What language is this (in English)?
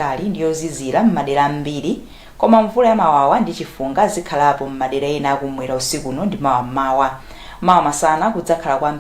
Nyanja